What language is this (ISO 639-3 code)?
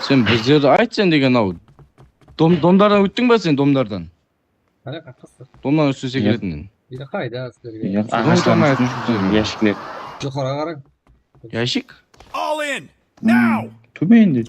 kaa